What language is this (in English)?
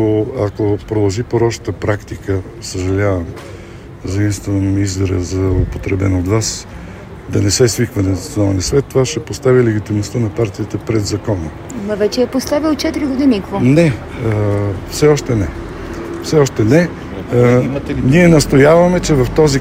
Bulgarian